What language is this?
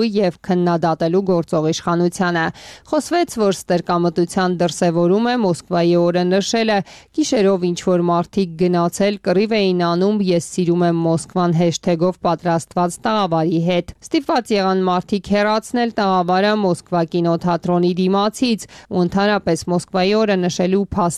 Armenian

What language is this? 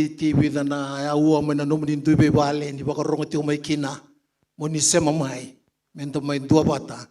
Fijian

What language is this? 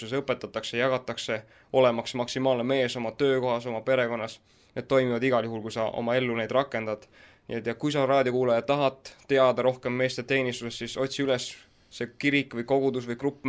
Estonian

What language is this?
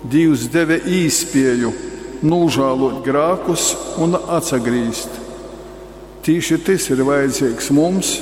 Latgalian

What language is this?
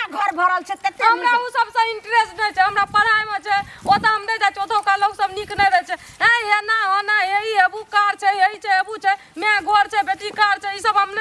Maithili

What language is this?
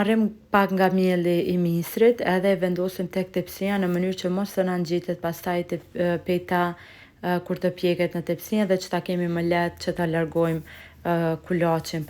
Albanian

